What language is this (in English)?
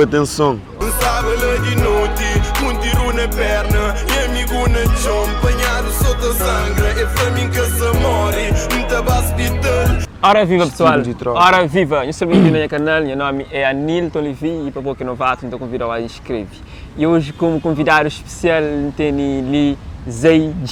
Kabuverdianu